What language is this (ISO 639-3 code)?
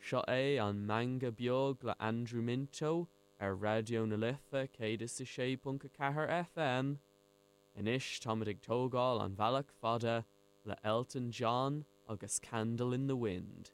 gle